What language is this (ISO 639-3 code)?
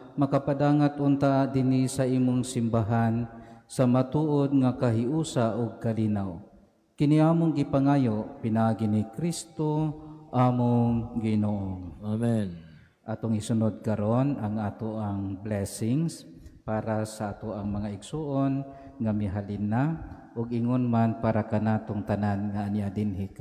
ceb